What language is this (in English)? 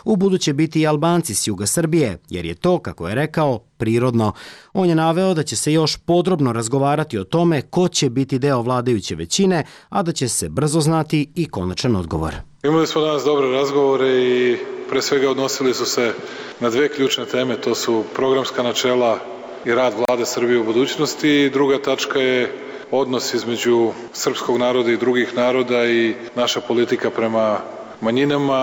Serbian